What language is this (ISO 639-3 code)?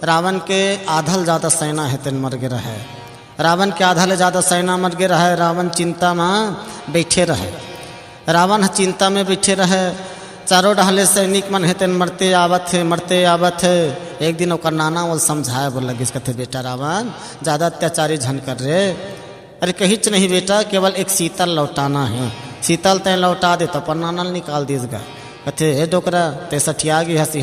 hne